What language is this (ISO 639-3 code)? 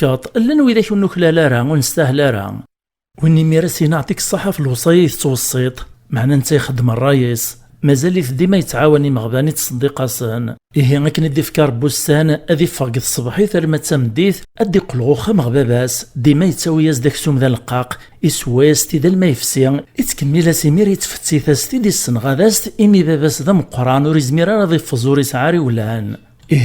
kab